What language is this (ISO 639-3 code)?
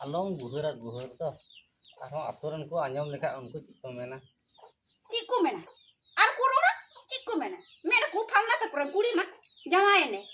sat